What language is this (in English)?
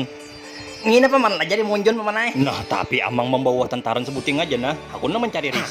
Banjar